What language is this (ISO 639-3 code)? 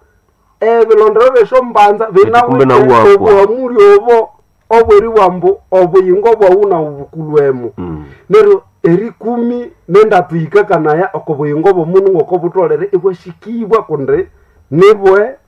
nnb